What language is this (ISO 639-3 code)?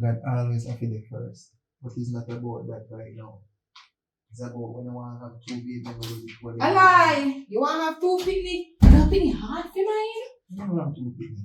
jam